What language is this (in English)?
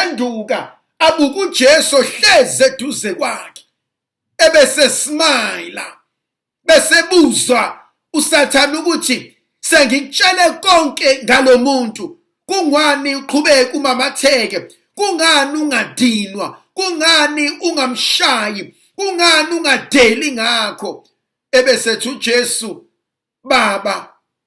Zulu